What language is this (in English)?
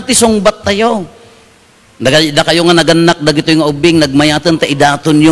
Iloko